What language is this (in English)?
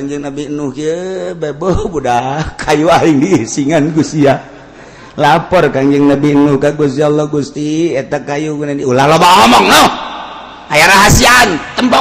Sundanese